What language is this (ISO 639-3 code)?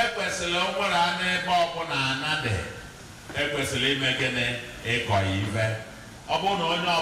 ibo